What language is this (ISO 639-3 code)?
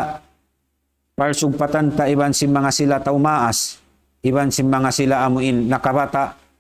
tsg